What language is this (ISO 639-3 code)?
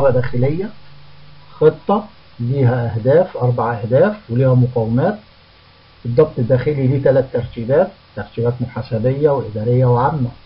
arz